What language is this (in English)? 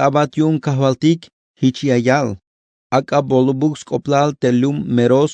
Tzeltal